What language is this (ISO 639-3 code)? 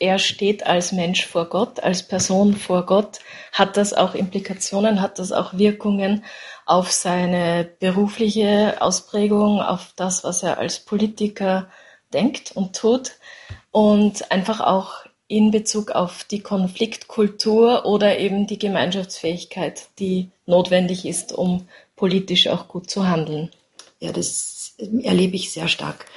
deu